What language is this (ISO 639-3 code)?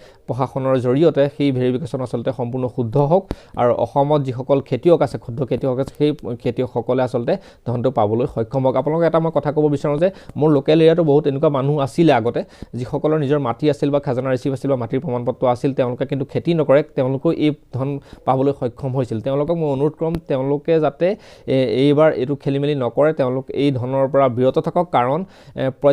asm